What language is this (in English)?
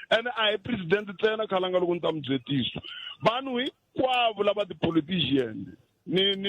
Tsonga